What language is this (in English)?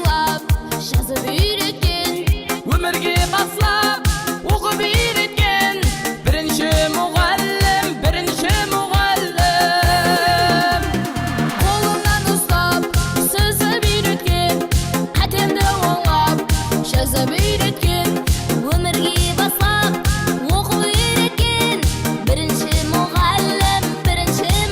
Kara-Kalpak